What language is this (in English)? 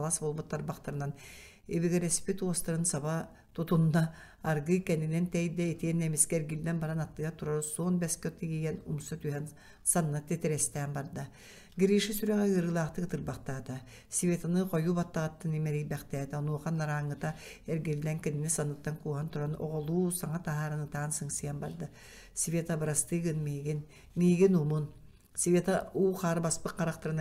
Yakut